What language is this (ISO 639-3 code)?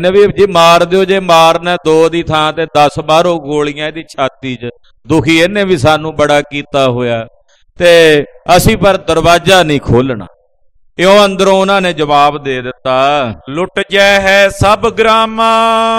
pan